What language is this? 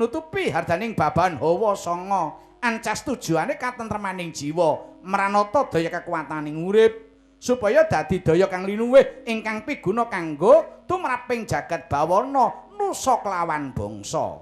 Javanese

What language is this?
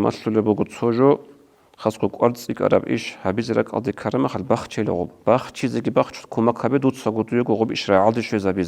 Avaric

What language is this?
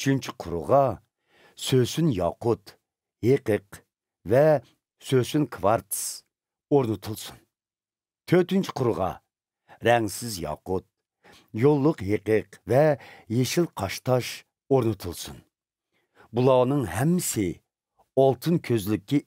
Uyghur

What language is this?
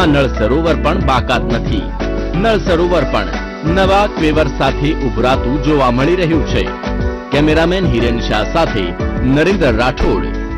Gujarati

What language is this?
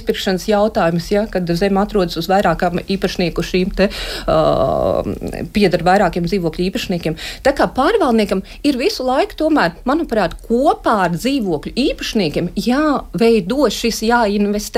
Latvian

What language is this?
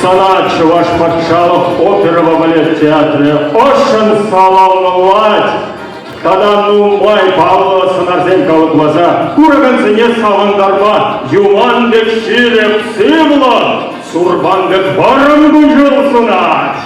Chuvash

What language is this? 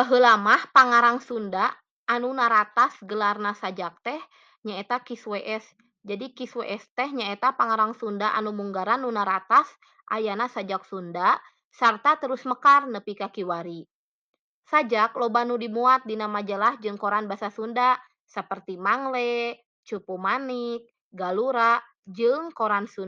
Sundanese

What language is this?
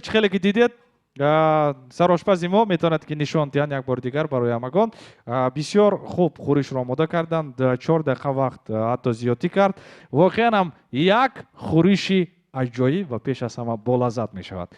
Tajik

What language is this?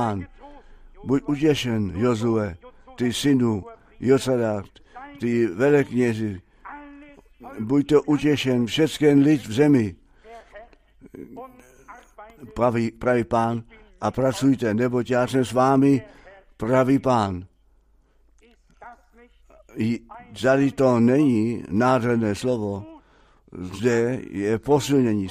Czech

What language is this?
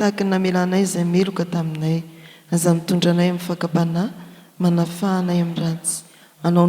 Malagasy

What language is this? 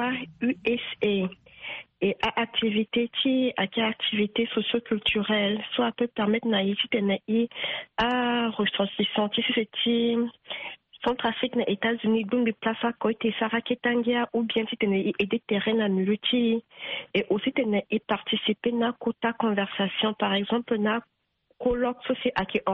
Sango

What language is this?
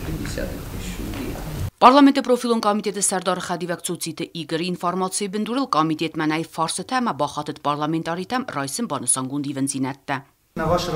Ossetic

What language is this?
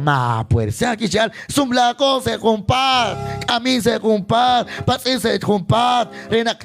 Kekchí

